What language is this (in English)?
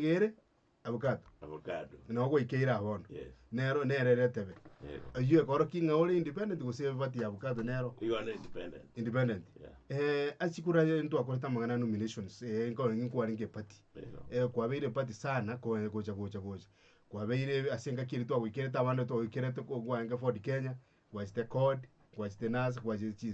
Gusii